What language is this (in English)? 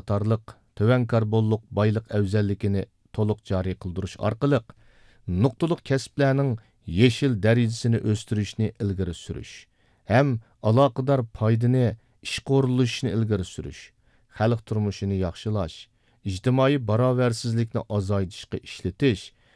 Uyghur